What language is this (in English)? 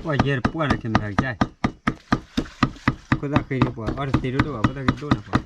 S'gaw Karen